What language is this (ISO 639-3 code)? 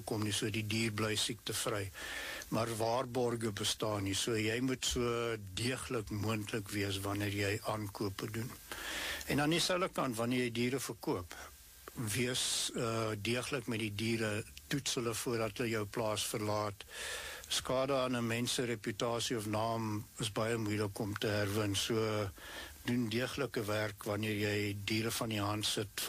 afr